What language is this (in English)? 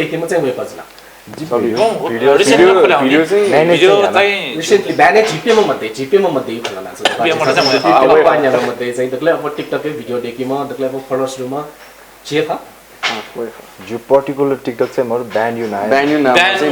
Newari